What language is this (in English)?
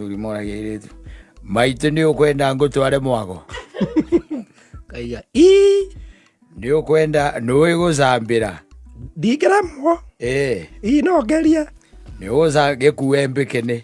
Kikuyu